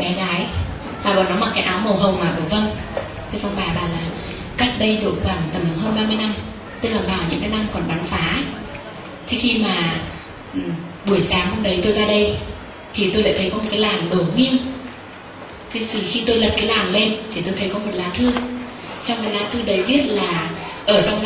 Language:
Vietnamese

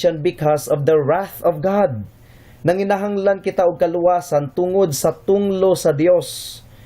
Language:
Cebuano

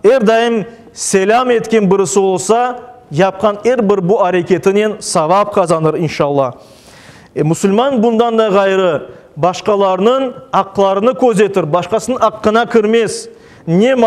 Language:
Crimean Tatar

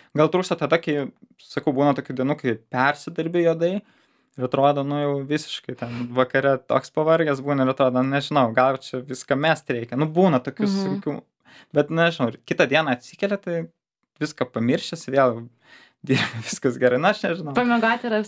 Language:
Lithuanian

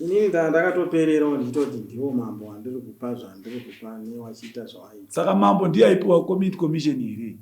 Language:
Shona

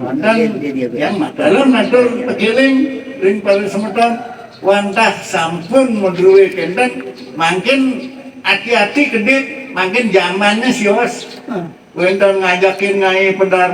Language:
Balinese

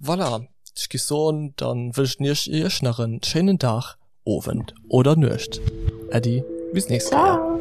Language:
Luxembourgish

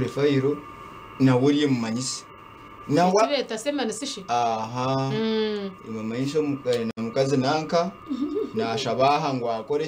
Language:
Nyankole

